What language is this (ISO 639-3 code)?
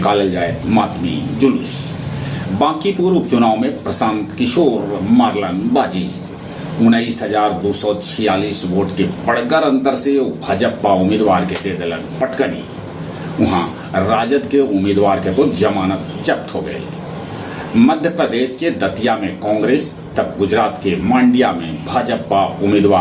mag